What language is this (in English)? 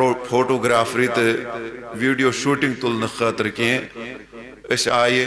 Kashmiri